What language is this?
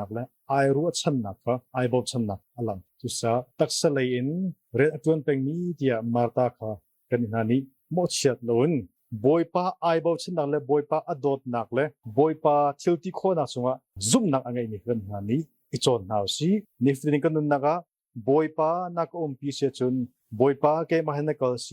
Hakha Chin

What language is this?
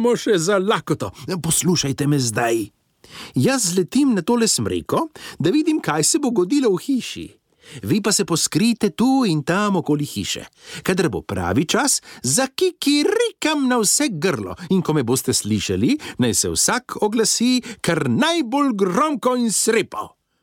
Slovenian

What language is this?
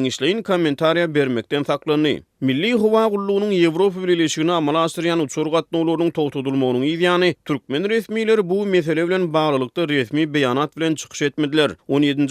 Turkmen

